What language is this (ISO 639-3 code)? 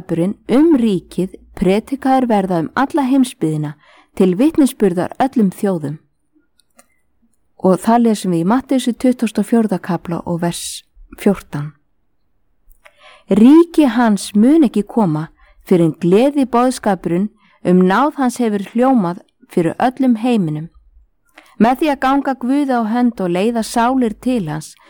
isl